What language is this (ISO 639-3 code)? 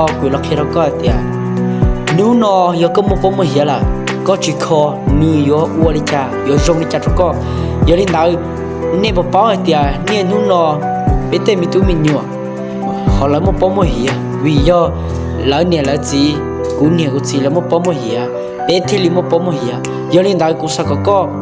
hmn